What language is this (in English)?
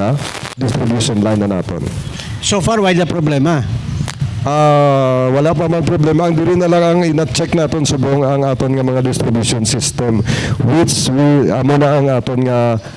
Hiligaynon